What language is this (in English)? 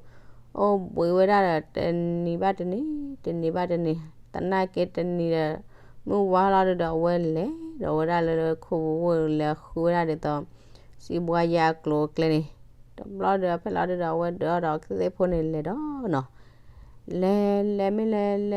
S'gaw Karen